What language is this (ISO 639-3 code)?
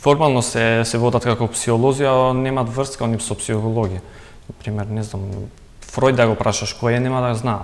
mkd